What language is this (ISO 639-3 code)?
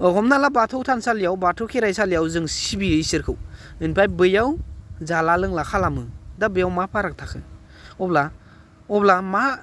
brx